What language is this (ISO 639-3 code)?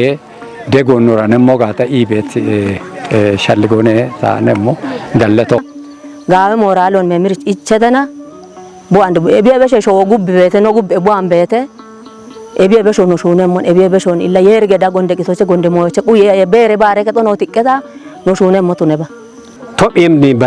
kbr